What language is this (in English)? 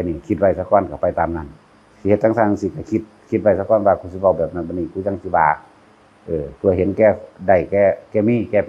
Northeastern Thai